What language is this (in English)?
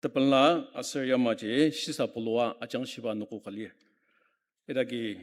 Ao Naga